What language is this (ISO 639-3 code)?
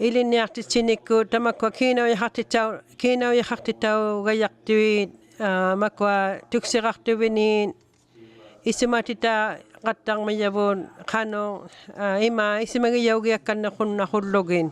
iku